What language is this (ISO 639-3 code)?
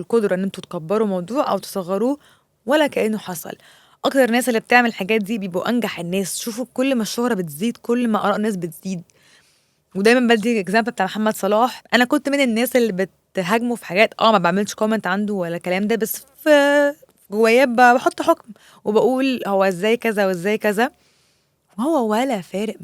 arz